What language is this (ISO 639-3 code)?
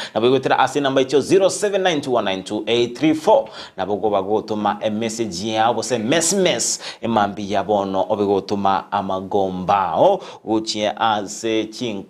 guz